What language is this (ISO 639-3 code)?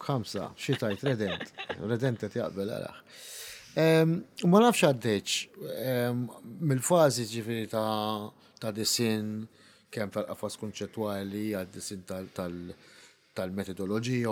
mlt